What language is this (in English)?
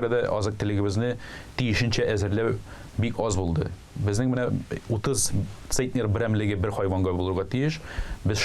Tatar